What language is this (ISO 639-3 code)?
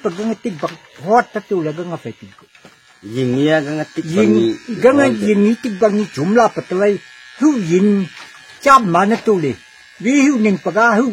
nag